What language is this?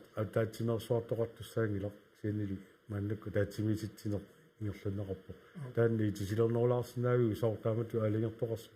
Kalaallisut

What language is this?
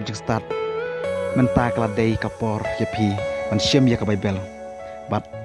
Khasi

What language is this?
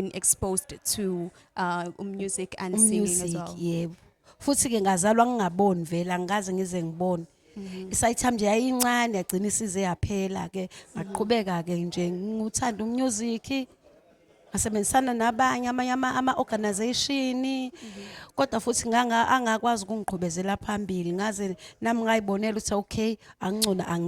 Zulu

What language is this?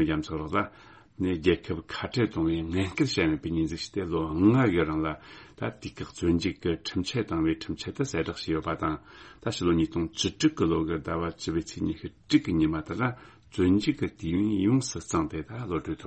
Tibetan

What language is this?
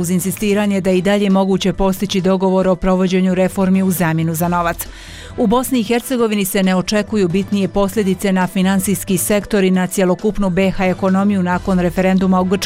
Bosnian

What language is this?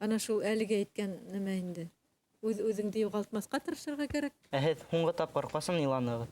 Bashkir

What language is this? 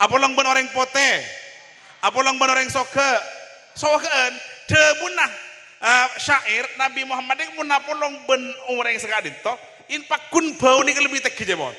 Madurese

